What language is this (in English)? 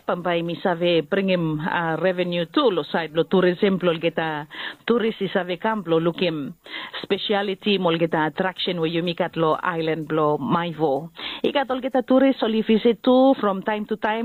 Bislama